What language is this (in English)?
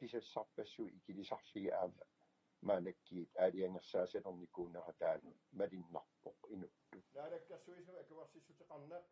Kalaallisut